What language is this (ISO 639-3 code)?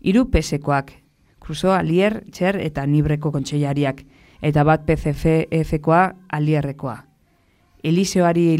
eus